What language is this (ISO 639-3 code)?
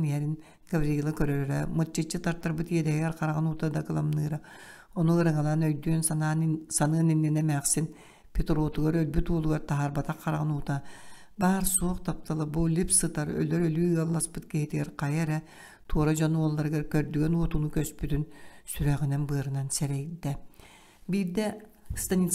sah